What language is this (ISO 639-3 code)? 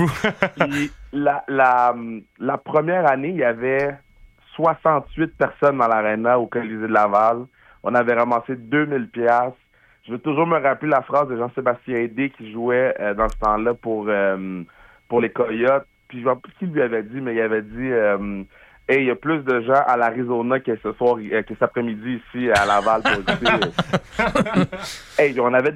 fra